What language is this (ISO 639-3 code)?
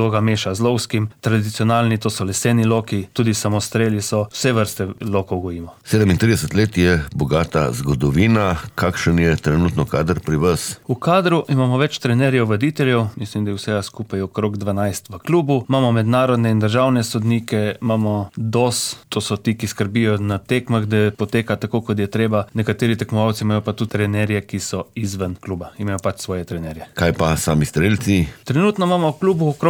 slv